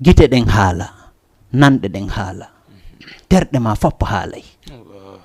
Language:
Fula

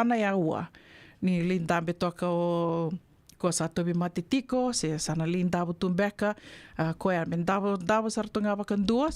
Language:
Fijian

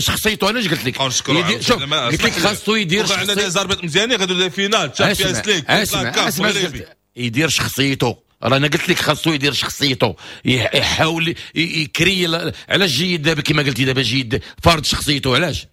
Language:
Moroccan Arabic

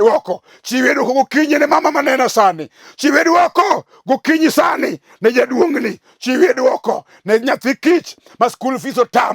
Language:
Luo (Kenya and Tanzania)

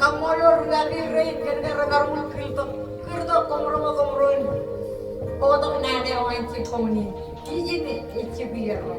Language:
Marshallese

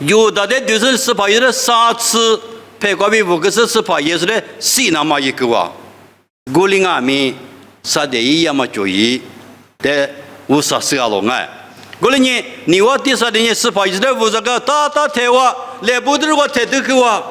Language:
Lisu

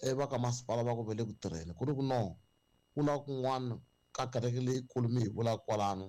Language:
Tsonga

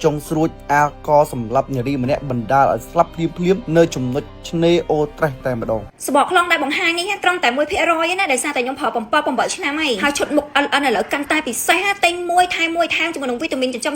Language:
Khmer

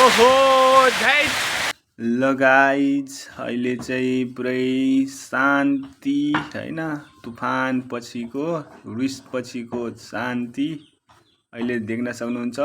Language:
Nepali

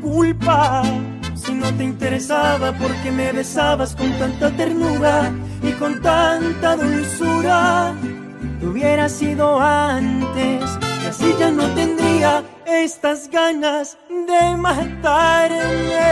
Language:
Spanish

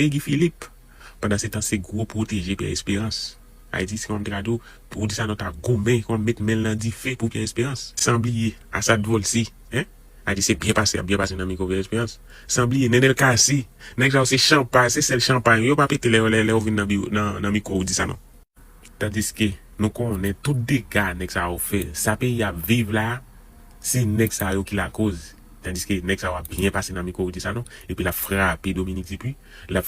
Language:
Haitian Creole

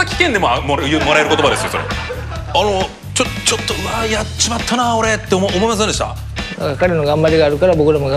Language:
Japanese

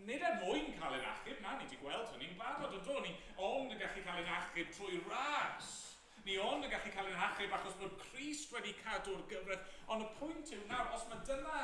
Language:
Welsh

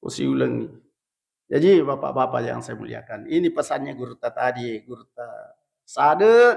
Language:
Buginese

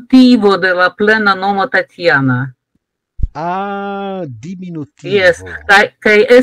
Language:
Esperanto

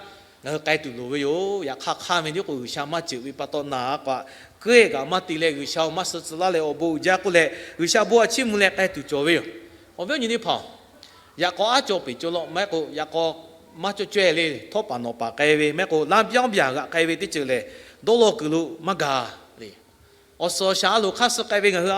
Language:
Lahu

